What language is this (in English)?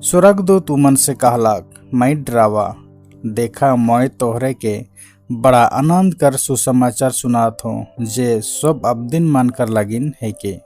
Sadri